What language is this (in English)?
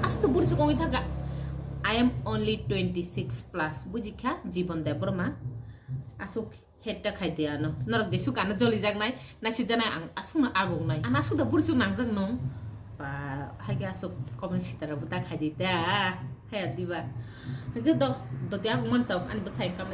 Kok Borok